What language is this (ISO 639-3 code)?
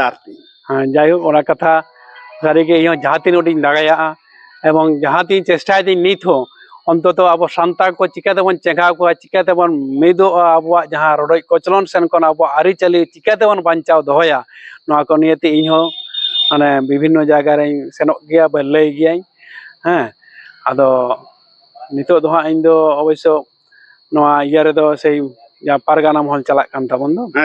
sat